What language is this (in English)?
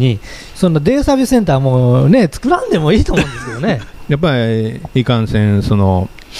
Japanese